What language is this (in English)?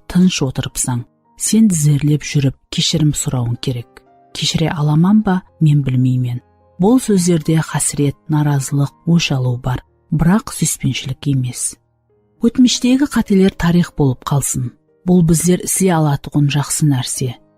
Kara-Kalpak